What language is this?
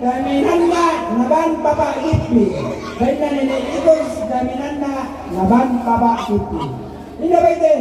Toraja-Sa'dan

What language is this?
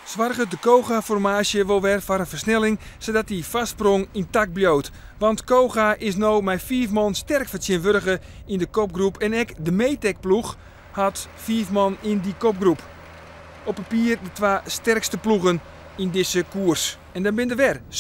Western Frisian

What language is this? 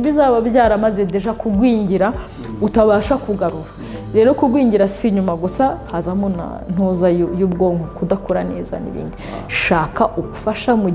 Kinyarwanda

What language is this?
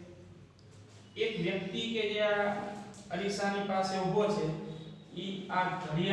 Gujarati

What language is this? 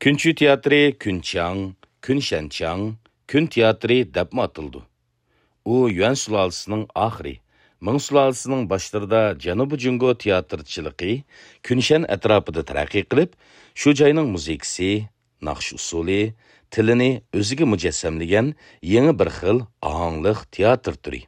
Uyghur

